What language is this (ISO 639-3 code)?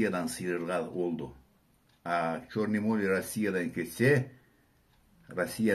krc